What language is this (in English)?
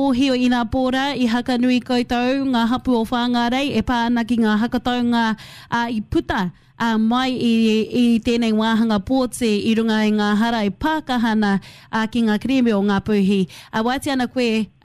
Māori